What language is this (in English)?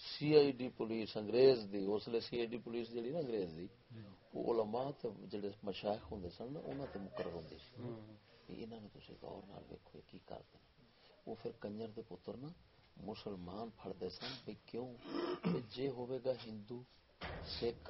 Saraiki